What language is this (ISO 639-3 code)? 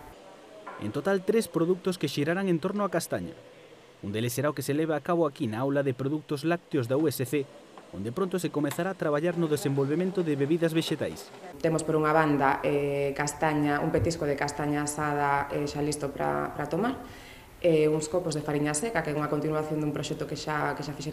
glg